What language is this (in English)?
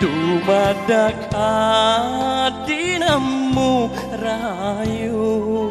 Balinese